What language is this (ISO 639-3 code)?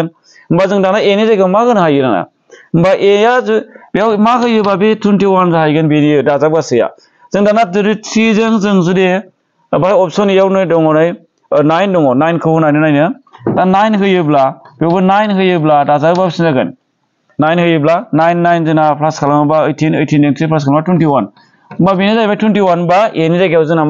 brx